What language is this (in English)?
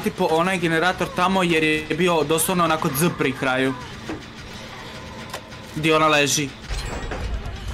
Croatian